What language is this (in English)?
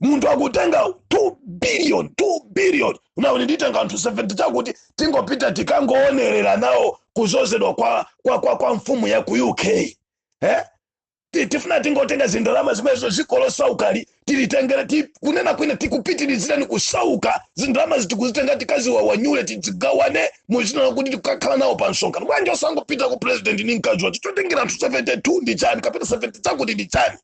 Nyanja